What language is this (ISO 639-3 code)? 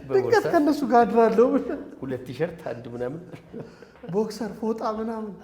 amh